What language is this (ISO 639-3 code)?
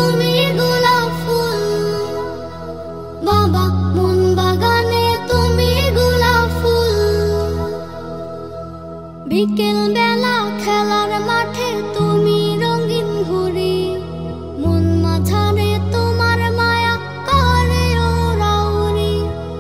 ben